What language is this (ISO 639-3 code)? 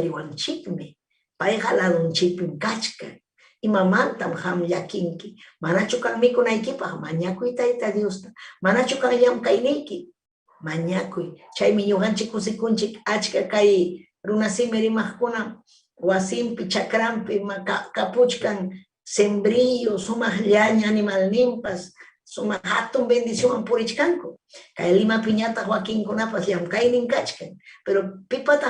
quy